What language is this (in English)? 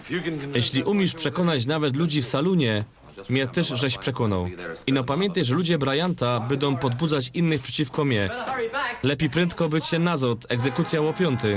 Silesian